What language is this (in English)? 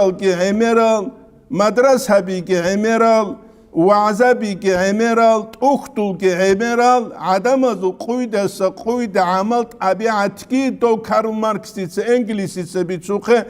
Avaric